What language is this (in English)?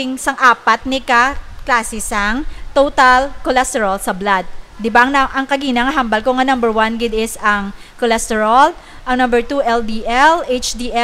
Hiligaynon